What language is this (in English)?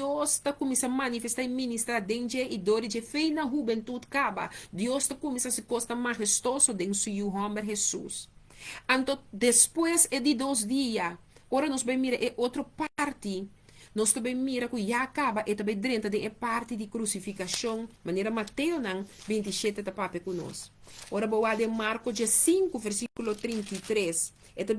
Papiamento